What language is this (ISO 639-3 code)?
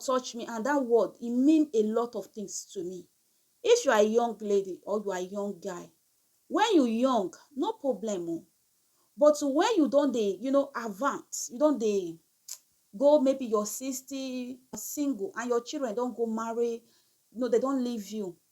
pcm